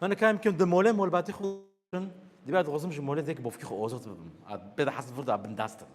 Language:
Kurdish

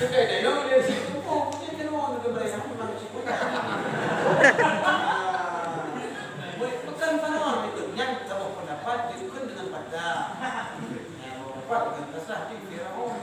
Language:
Achinese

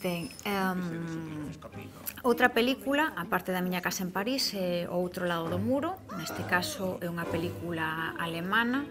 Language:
Galician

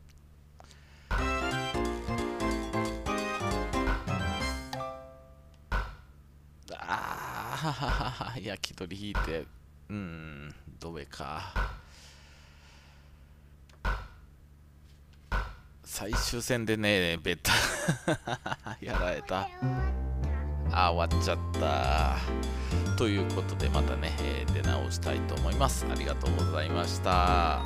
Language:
Japanese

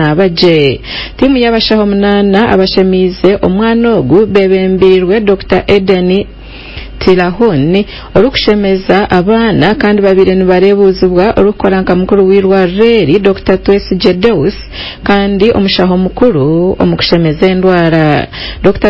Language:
Nyankole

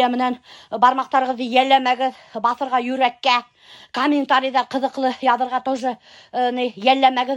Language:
Bashkir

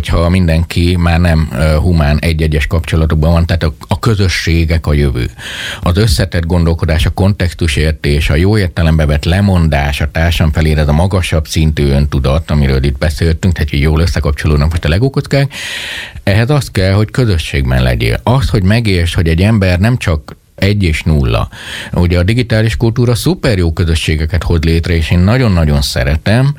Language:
Hungarian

